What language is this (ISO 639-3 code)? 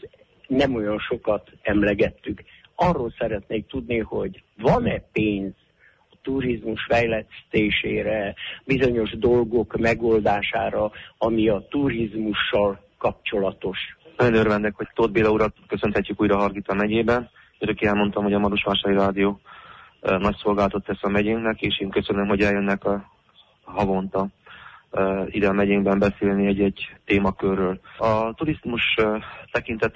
hun